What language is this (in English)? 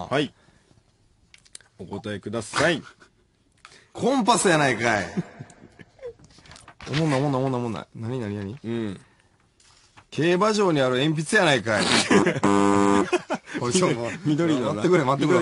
Japanese